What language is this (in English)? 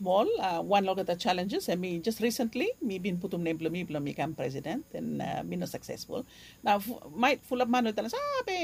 Bislama